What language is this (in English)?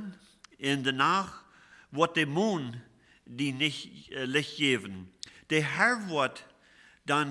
Plautdietsch